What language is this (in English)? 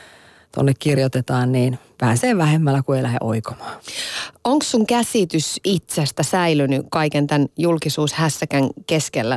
Finnish